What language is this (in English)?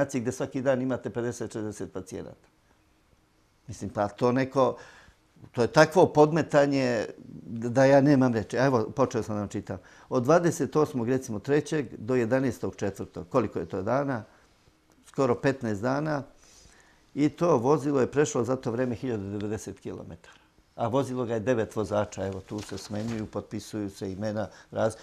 Serbian